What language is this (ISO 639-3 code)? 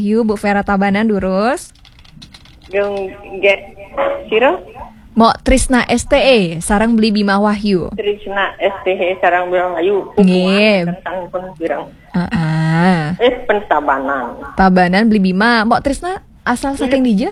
ban